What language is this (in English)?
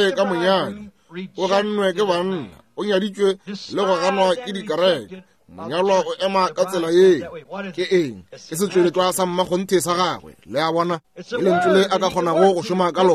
Northern Sotho